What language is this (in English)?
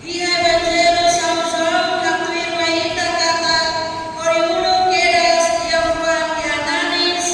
Tetum